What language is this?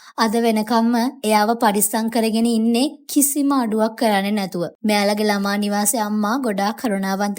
Sinhala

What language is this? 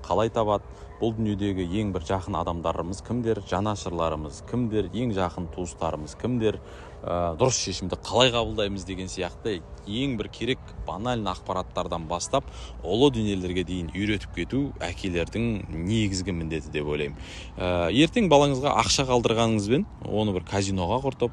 Kazakh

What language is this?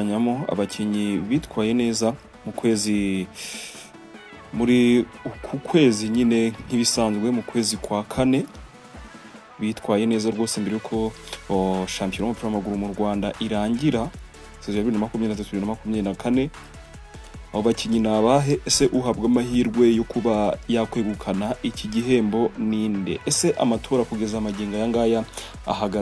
Kinyarwanda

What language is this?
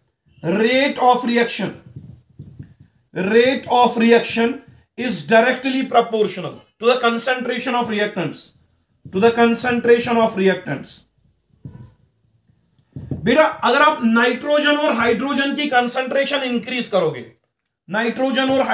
Hindi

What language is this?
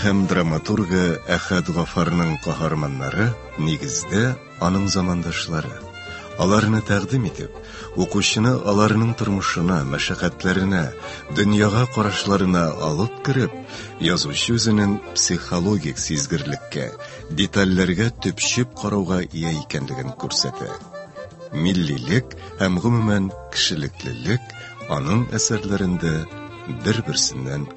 Tatar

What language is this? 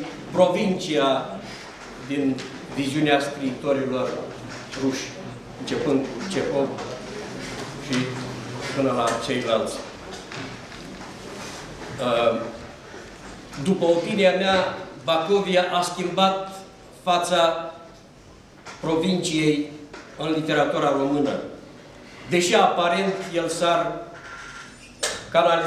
Romanian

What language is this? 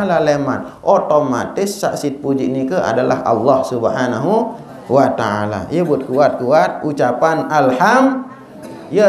Sasak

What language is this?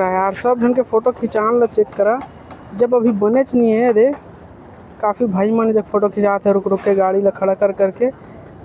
Chhattisgarhi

